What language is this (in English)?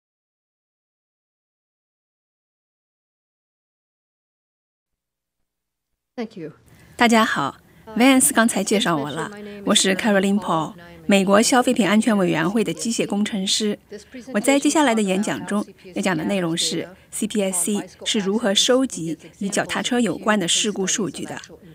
Chinese